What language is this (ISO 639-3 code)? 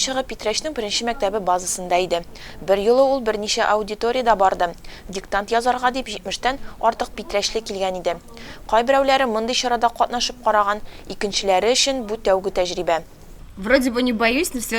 tat